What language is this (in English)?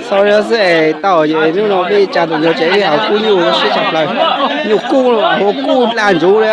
Hmong